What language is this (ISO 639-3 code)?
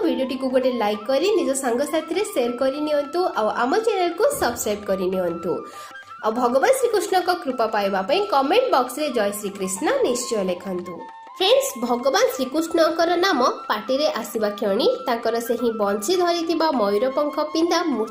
ori